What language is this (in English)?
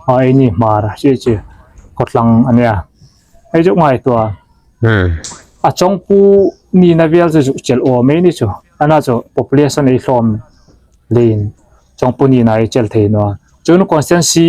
Hmar